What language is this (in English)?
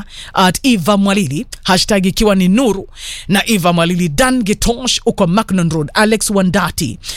Swahili